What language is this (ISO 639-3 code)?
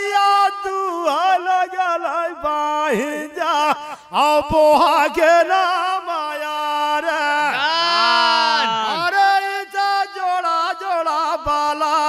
bho